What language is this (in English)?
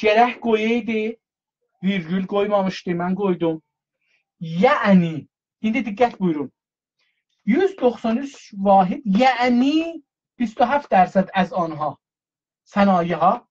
South Azerbaijani